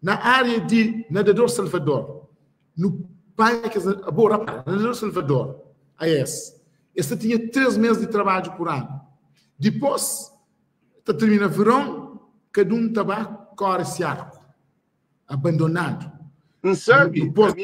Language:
Kabuverdianu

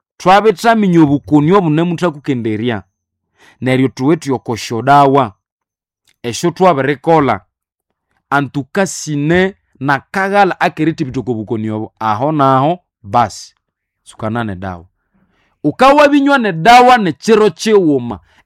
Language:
Nande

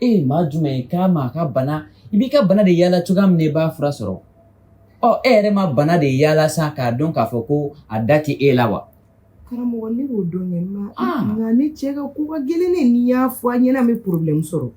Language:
Bambara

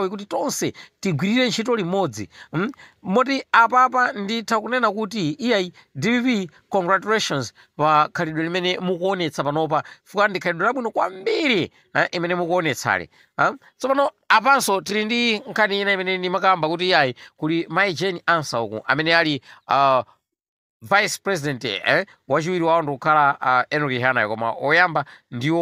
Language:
Nyanja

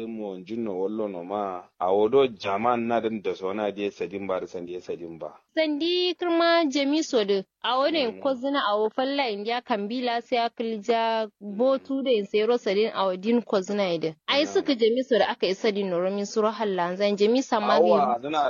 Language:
Kanuri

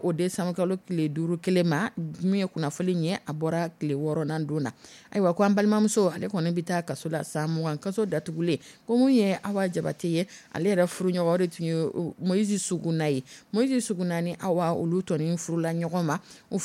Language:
Dyula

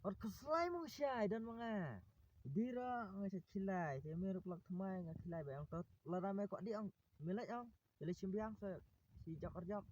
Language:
Khasi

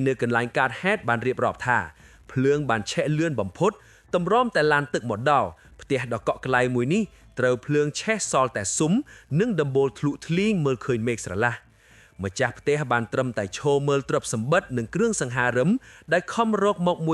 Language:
Khmer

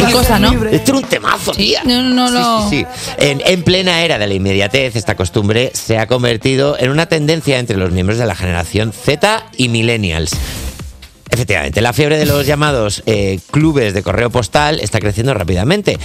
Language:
Spanish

